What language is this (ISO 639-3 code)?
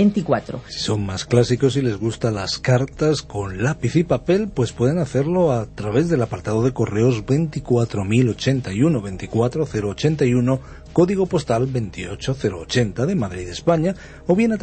spa